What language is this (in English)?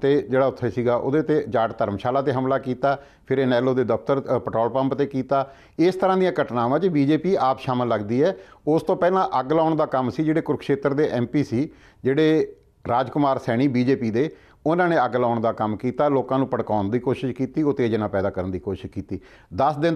Punjabi